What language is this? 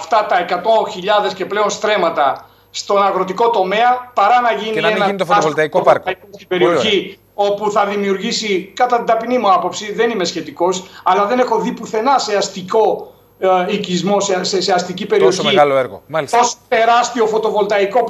Greek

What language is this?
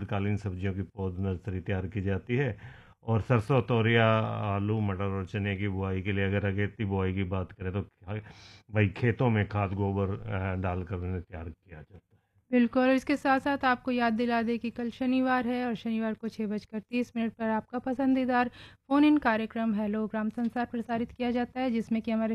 Hindi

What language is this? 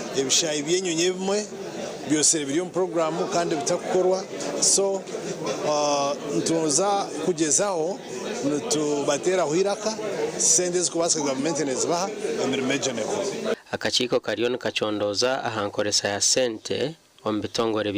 Nyankole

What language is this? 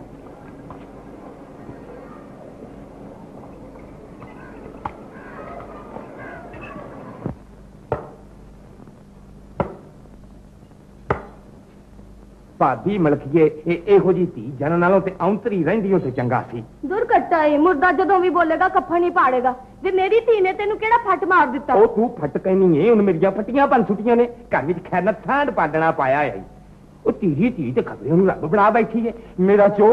Punjabi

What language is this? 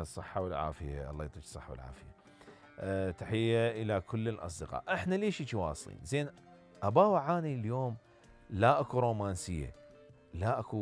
Mesopotamian Arabic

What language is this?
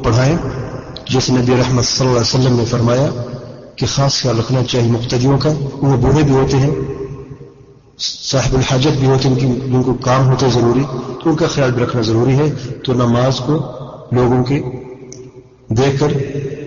Urdu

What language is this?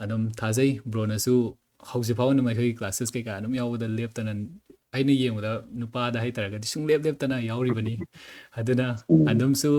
Manipuri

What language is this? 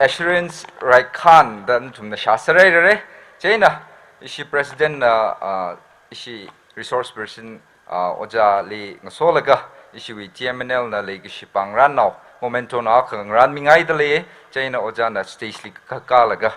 Tangkhul Naga (India)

